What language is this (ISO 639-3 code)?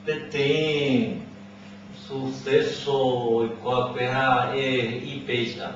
grn